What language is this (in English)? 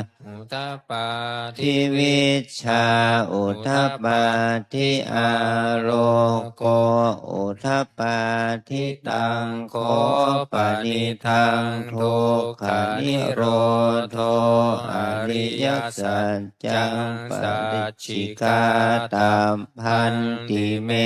Pali